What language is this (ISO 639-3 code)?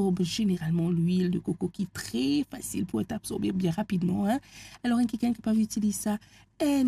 mfe